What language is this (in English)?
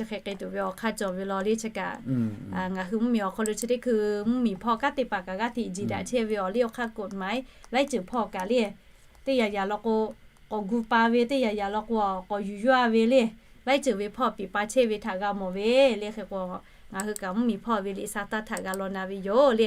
Lahu